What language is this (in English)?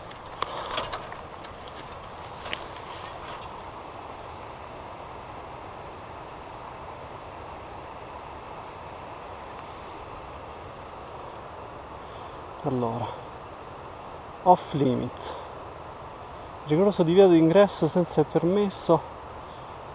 Italian